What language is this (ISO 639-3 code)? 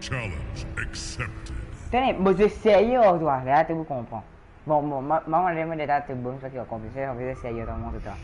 mfe